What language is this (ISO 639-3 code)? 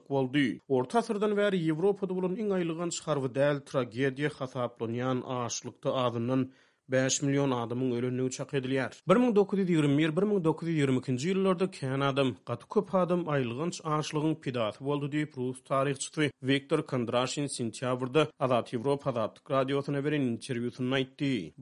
tuk